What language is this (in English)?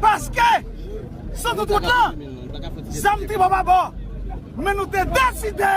Haitian Creole